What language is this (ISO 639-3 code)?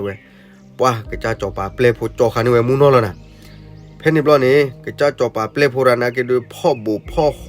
ksw